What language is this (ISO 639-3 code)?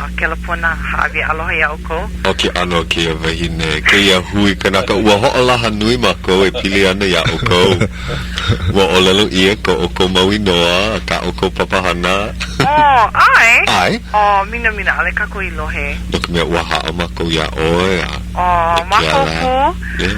haw